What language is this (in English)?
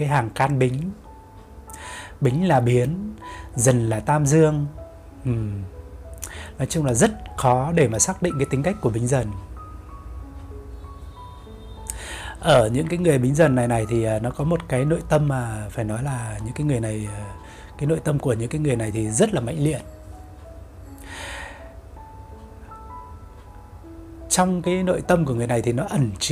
Vietnamese